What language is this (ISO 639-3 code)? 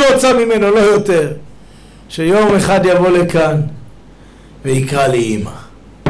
heb